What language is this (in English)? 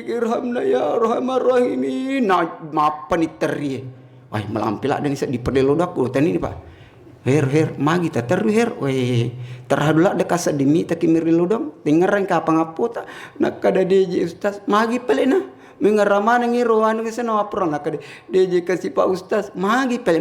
Buginese